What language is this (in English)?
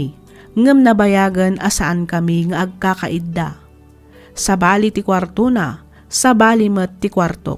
Iloko